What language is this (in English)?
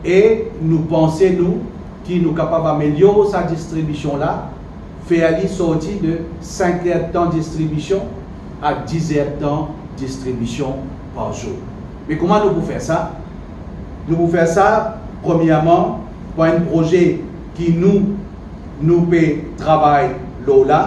Morisyen